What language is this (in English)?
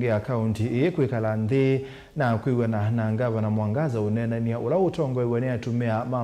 Kamba